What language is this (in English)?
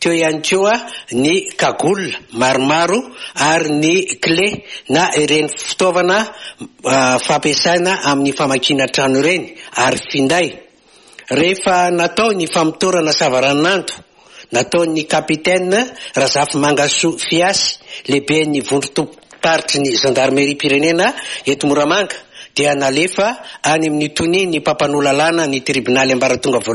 Malagasy